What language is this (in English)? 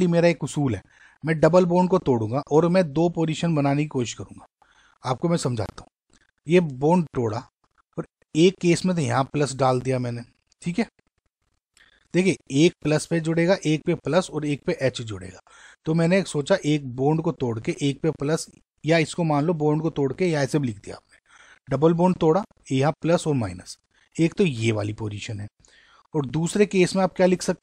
Hindi